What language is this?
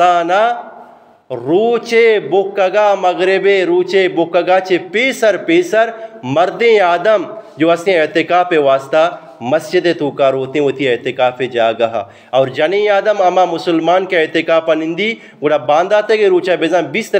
Eastern Balochi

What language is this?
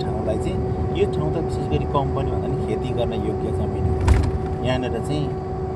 Nepali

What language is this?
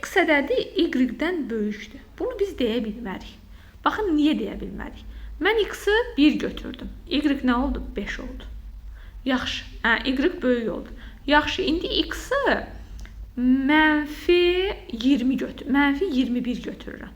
Azerbaijani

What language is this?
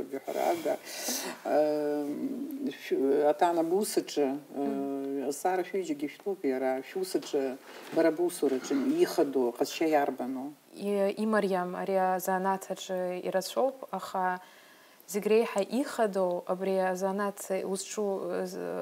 Abkhazian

